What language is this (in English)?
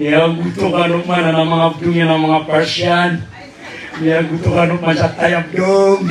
Maranao